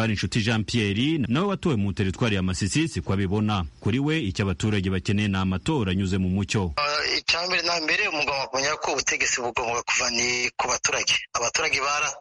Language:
Kinyarwanda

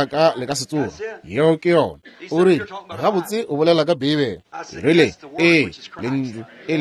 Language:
Northern Sotho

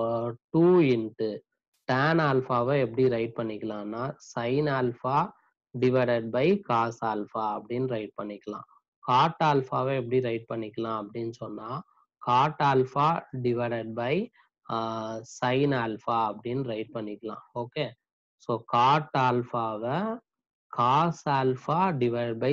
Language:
Tamil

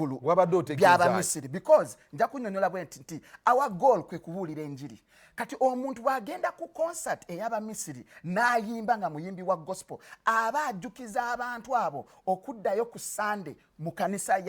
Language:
Ganda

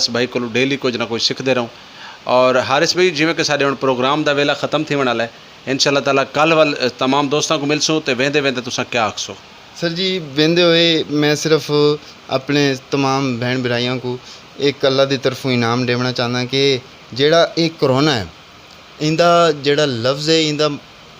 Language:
Saraiki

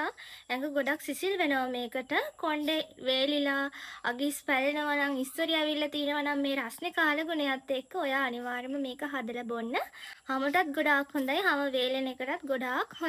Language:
Sinhala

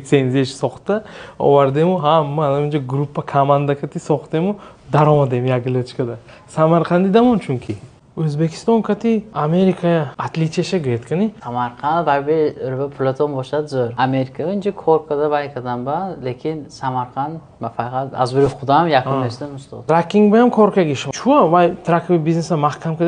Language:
Tajik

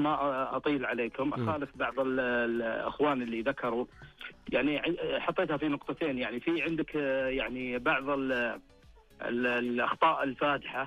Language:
Najdi Arabic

